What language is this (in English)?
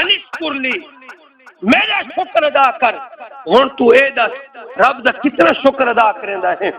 Saraiki